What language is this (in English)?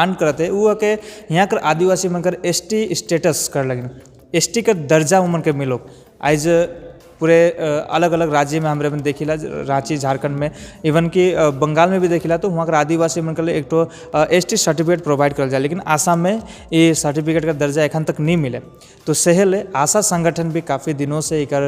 Sadri